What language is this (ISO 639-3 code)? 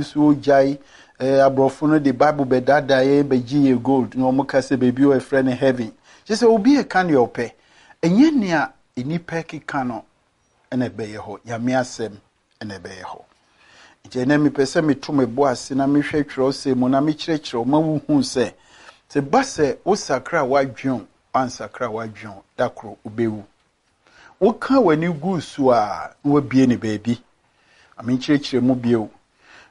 aka